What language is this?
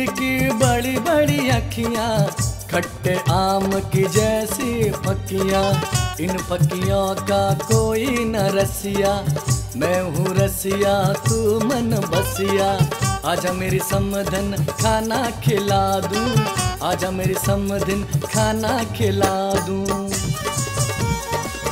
Bhojpuri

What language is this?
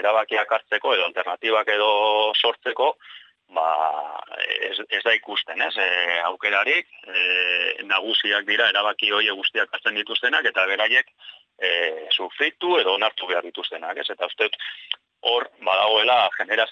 Basque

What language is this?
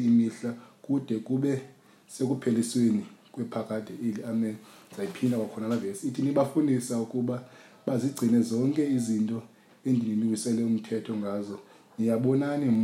Xhosa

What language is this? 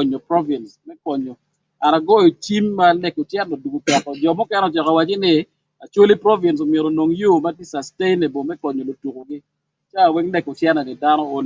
Acoli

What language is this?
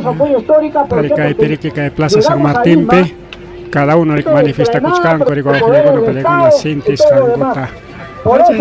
Ayacucho Quechua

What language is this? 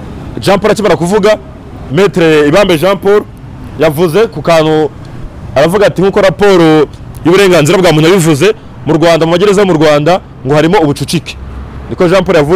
Kinyarwanda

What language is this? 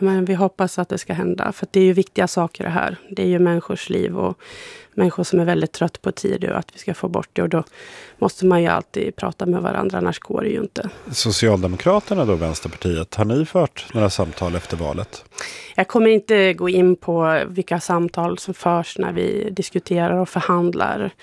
Swedish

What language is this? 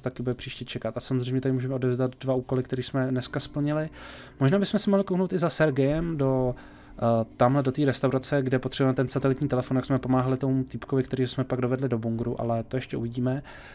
Czech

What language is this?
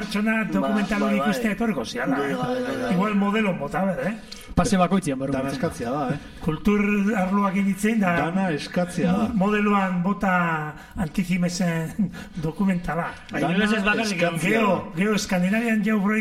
Basque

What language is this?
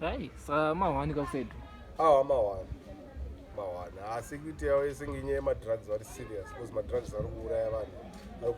Shona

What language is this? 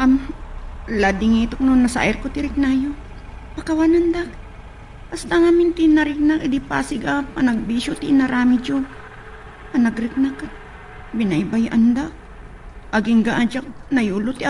Iloko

